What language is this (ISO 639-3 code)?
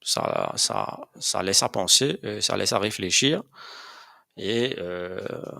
mfe